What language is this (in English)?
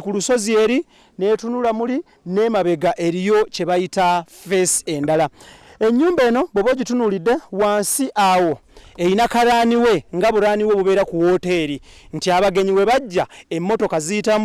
Ganda